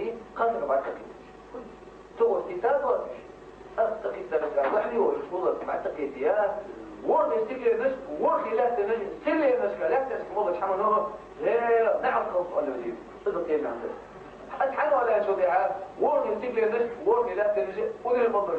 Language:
Ingush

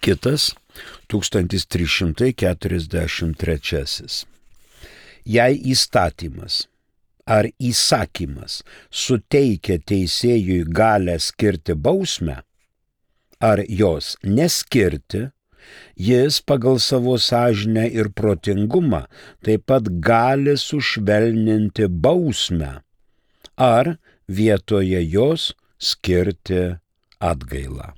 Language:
Lithuanian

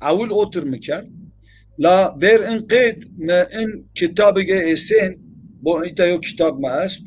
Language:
Zaza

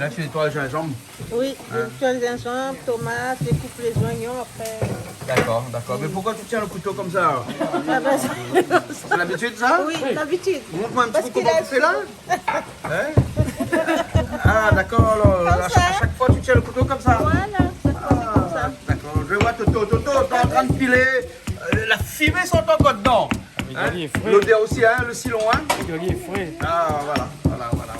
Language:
Réunion Creole French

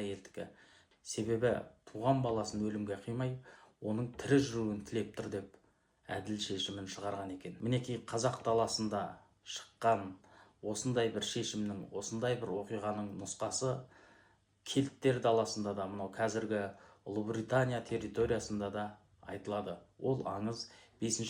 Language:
Kazakh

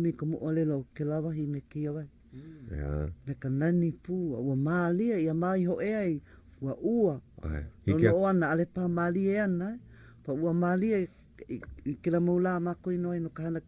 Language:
Hawaiian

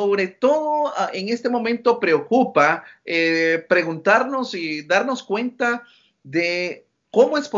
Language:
Spanish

